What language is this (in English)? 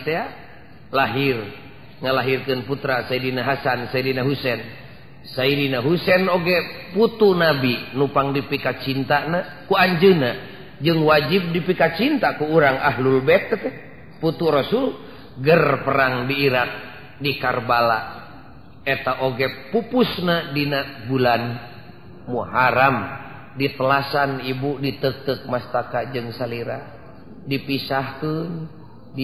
Sundanese